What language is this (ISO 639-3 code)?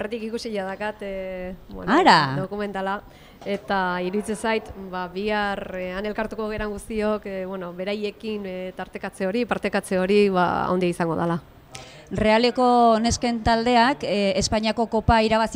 eus